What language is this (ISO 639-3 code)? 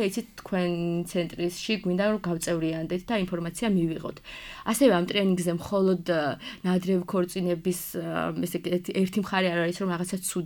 kat